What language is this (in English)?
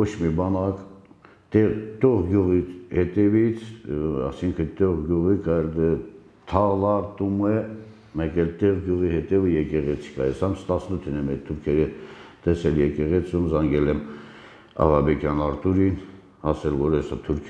Armenian